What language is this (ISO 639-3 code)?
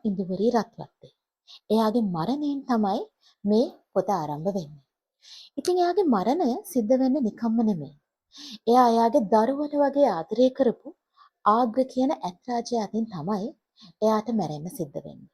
sin